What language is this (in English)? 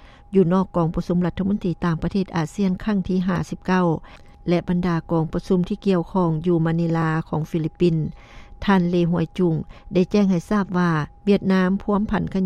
Lao